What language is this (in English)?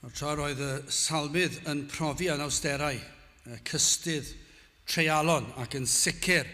Welsh